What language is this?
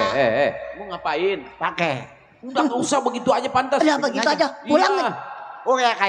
Betawi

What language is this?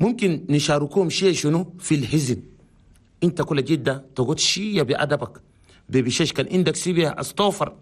Chadian Arabic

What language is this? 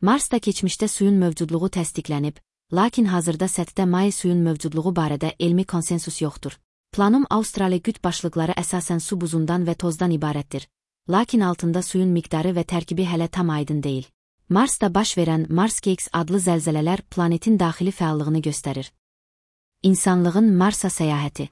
Azerbaijani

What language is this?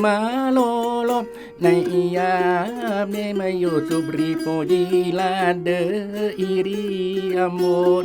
Buginese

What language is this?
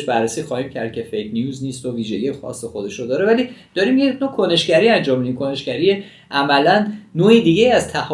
Persian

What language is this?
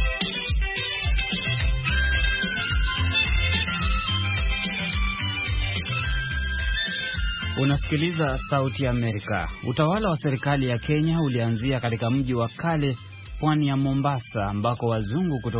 Swahili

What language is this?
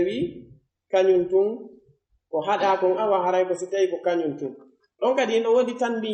Pular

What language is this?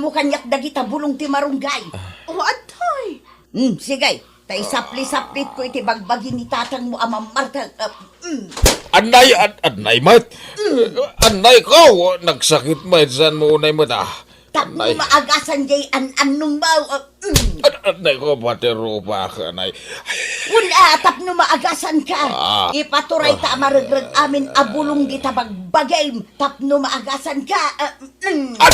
Iloko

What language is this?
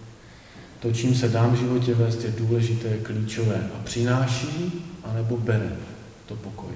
Czech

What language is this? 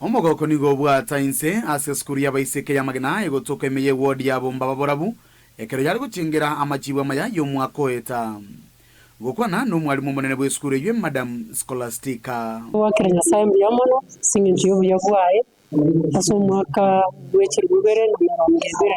Gusii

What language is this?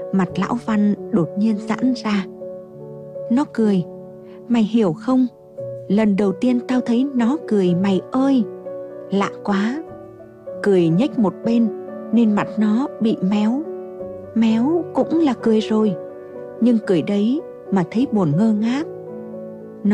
Vietnamese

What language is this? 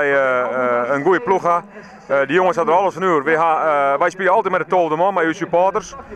Western Frisian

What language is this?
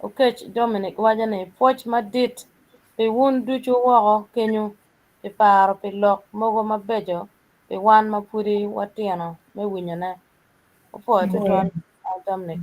Acoli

